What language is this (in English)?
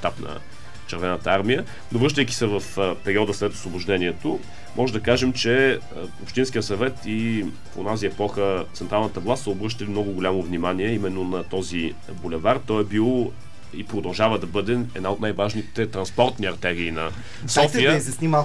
Bulgarian